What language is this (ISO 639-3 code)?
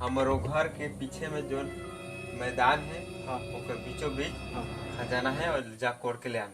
hne